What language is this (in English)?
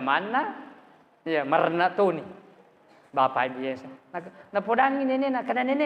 Buginese